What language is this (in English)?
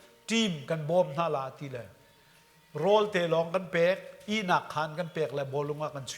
Hakha Chin